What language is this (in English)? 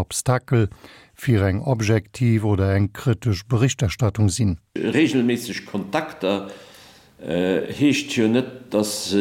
Luxembourgish